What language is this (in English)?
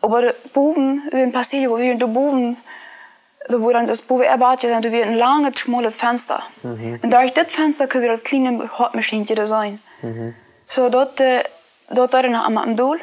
Plautdietsch